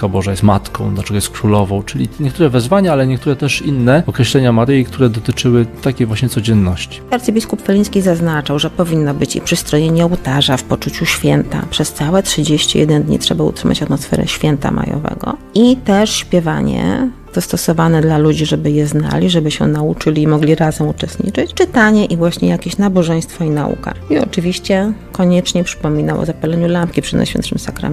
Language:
Polish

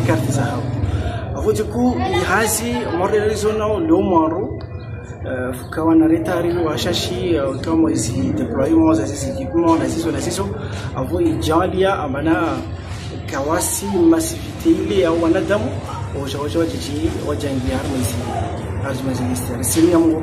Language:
Ngazidja Comorian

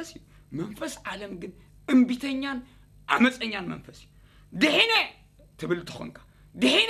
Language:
Tigrinya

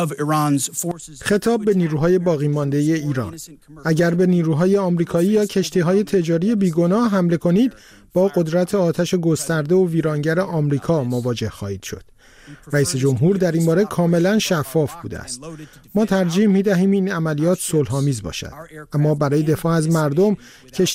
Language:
Persian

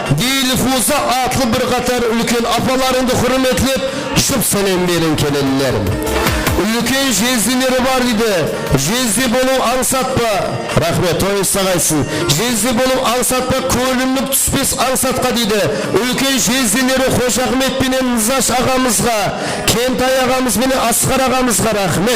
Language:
Kara-Kalpak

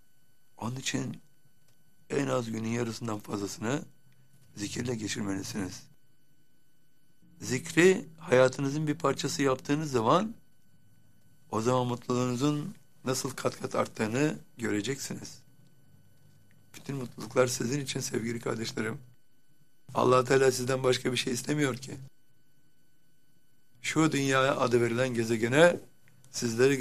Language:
Turkish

